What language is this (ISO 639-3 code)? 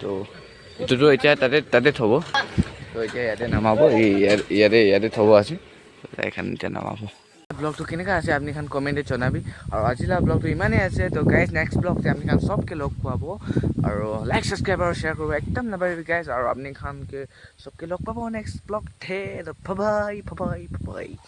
nag